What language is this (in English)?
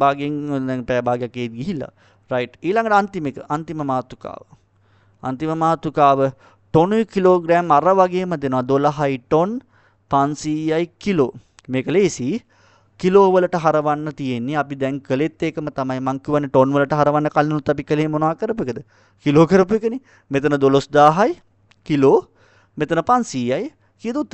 Sinhala